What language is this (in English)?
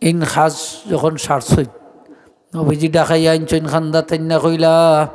Sylheti